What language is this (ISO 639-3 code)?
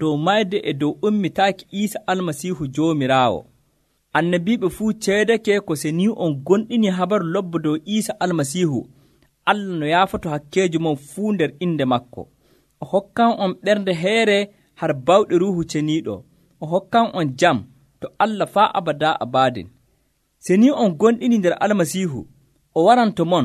fuv